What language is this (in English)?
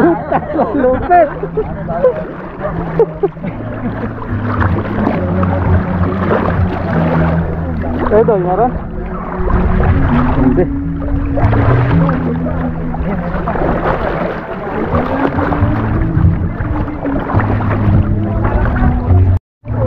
Filipino